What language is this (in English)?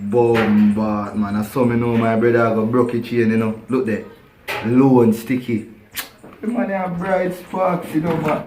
Jamaican Creole English